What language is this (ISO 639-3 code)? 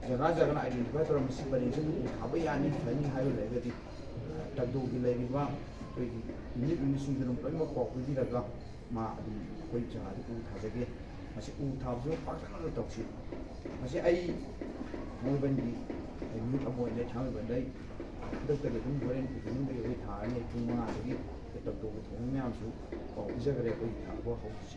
mni